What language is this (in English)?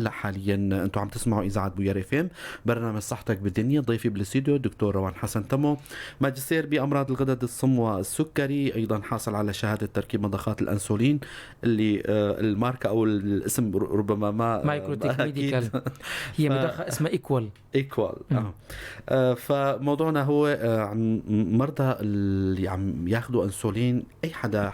North Levantine Arabic